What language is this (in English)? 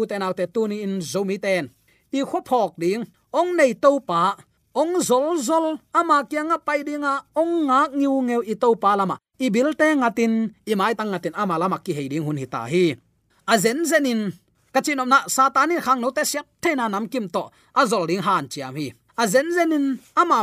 Tedim Chin